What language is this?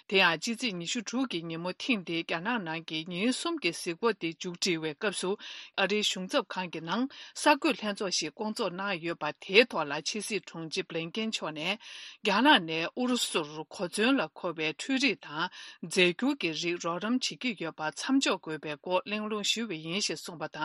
Tibetan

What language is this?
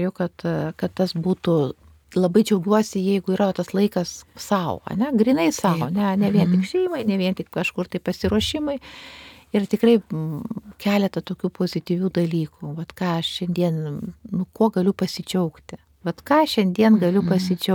Lithuanian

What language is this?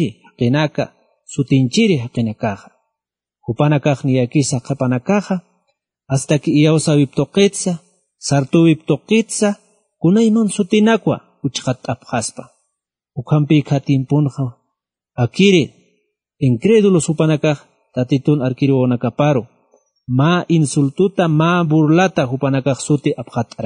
Aymara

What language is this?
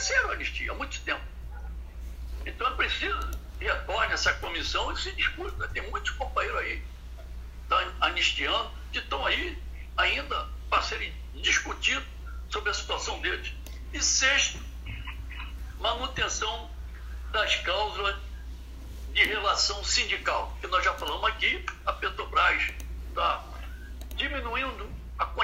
Portuguese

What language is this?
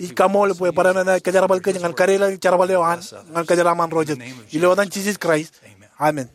Marshallese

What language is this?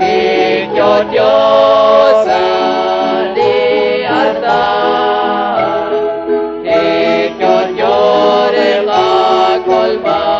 Kekchí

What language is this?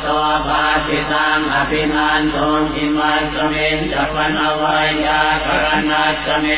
Pali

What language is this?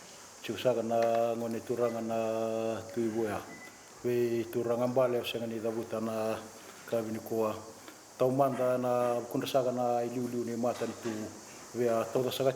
Fijian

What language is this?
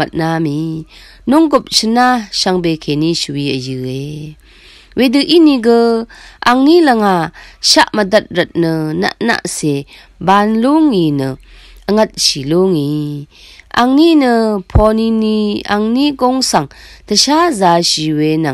Rawang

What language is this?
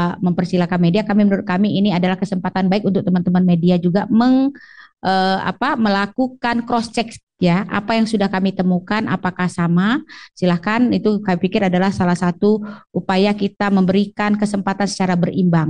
Indonesian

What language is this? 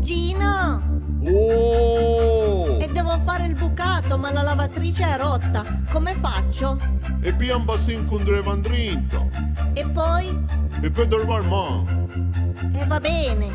Piedmontese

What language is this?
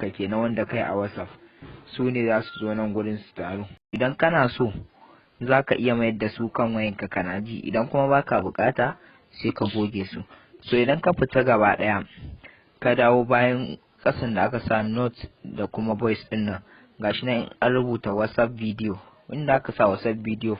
Hausa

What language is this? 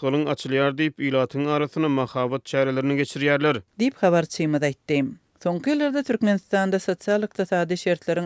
Turkmen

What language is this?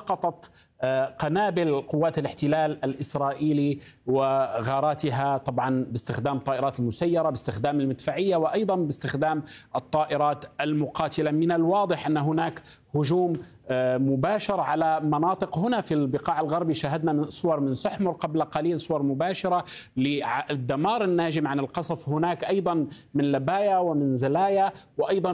Arabic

